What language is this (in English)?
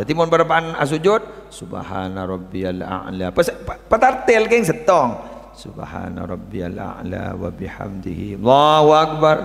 Madurese